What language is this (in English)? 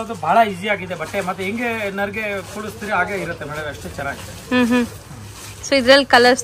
Kannada